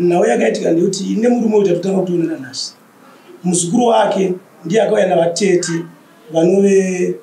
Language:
Shona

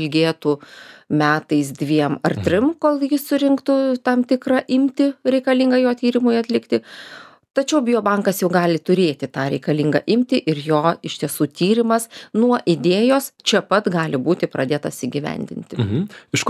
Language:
Lithuanian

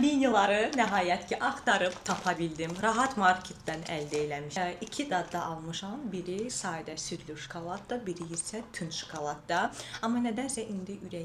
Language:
Azerbaijani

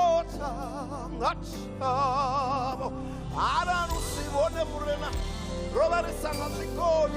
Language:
Venda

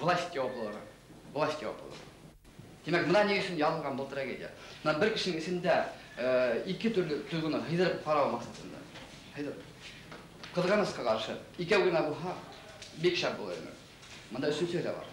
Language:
Bashkir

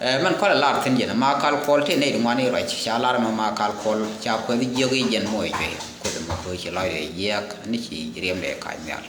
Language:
Nuer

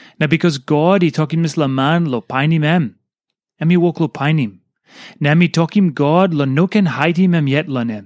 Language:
Tok Pisin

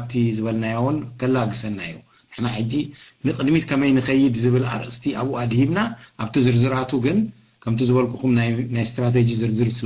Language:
Tigrinya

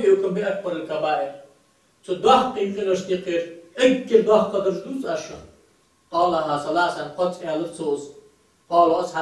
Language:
Ingush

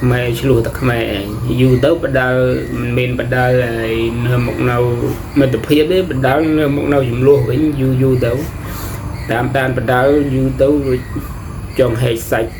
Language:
Khmer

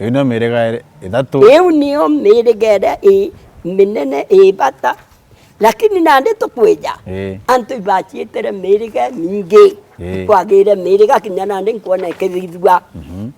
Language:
Meru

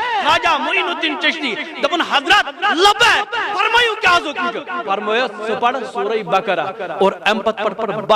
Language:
Kashmiri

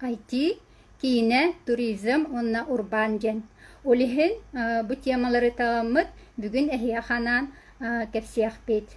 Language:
Yakut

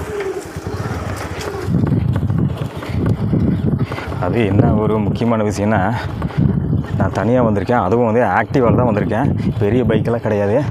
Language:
Tamil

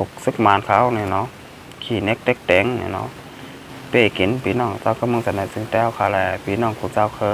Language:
Shan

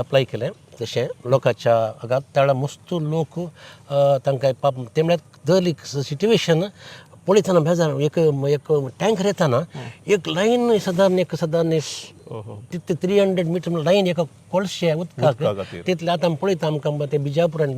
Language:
Konkani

